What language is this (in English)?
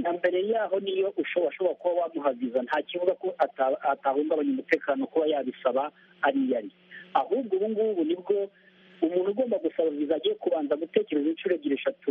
Kinyarwanda